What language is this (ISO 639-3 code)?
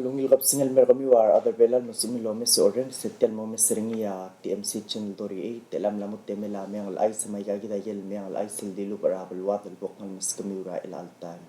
pau